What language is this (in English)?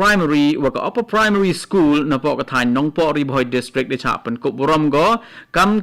Khasi